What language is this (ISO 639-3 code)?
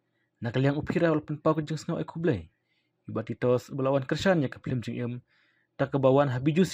kha